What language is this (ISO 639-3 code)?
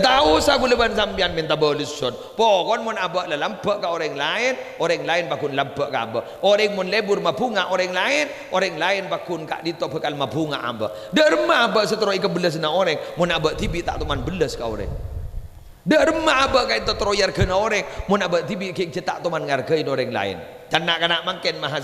mad